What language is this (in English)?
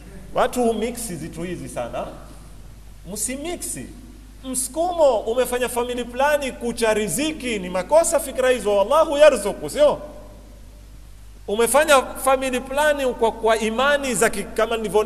Swahili